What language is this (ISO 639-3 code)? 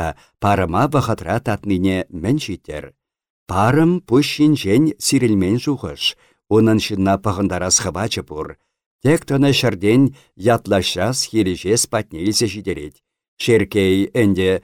chv